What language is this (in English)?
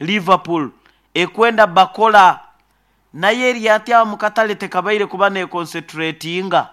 Nyoro